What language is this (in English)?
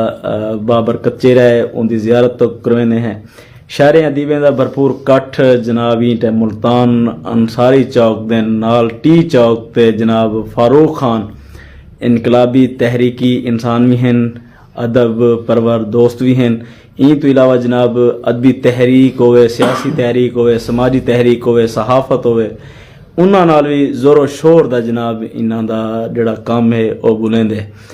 Saraiki